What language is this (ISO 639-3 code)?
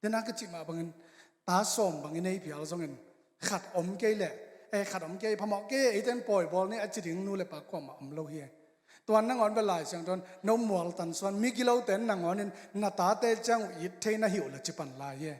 ctd